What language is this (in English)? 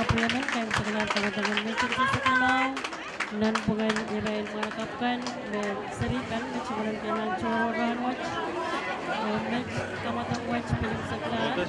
Pohnpeian